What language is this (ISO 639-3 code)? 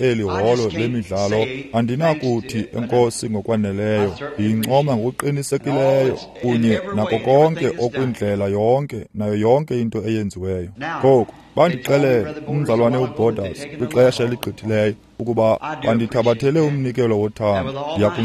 xho